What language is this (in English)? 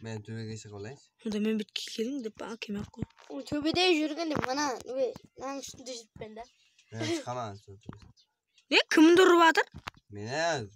Kara-Kalpak